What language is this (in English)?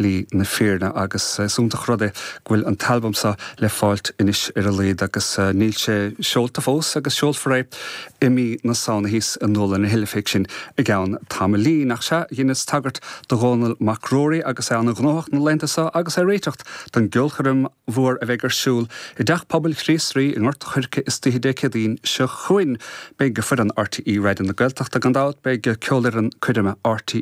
Irish